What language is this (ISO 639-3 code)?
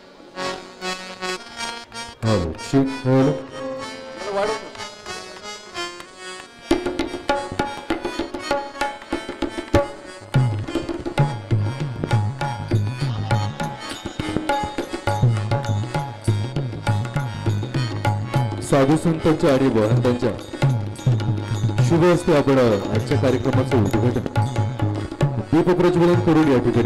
mar